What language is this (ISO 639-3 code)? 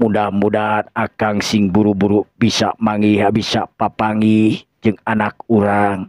sun